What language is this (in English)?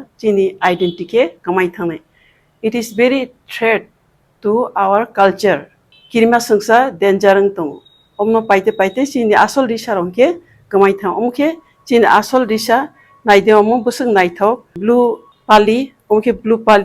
Kok Borok